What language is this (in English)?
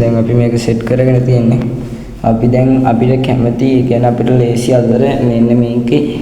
Sinhala